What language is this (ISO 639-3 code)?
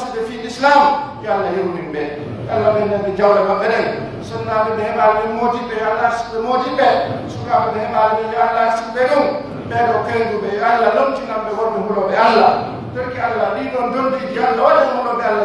fuf